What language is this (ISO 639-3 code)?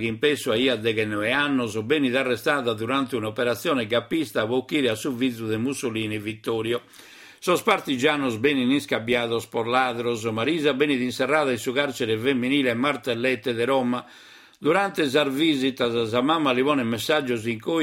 srd